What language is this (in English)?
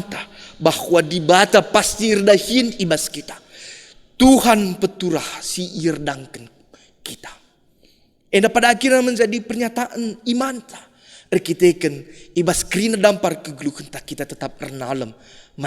Batak Karo